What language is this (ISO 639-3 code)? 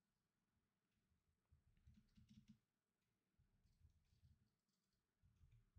bul